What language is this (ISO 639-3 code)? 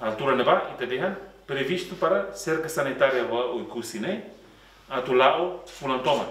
tet